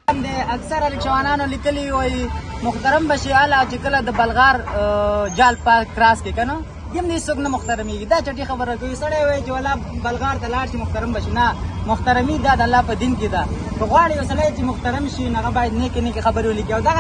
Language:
Pashto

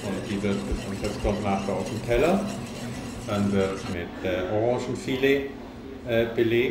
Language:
German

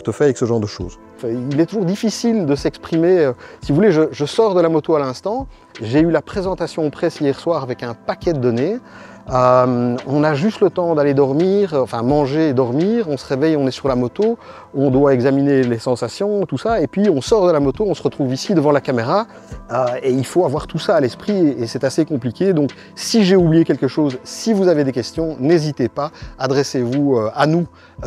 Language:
French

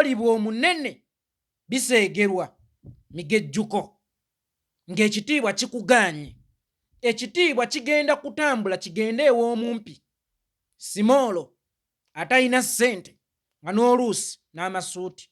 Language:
Ganda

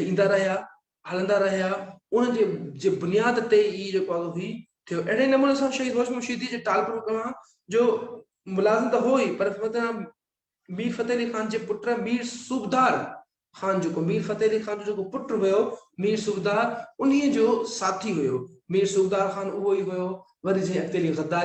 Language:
Sindhi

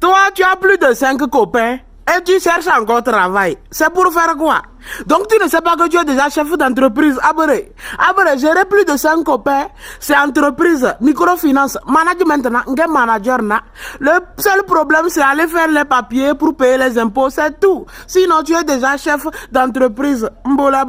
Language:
Lingala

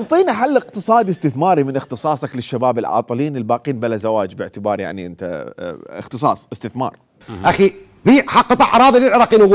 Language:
Mesopotamian Arabic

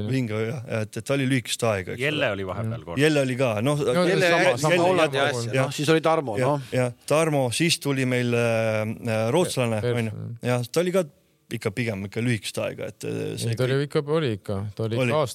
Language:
Estonian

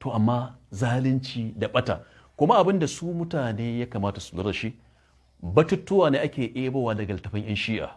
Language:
Hausa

